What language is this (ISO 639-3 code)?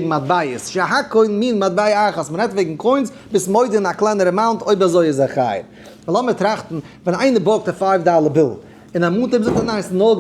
yid